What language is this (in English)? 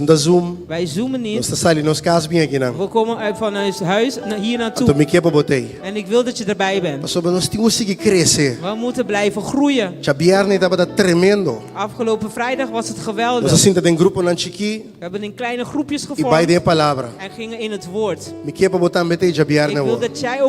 Papiamento